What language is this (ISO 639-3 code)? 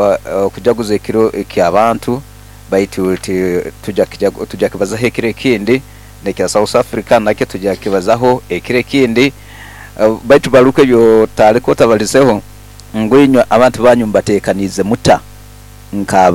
nyo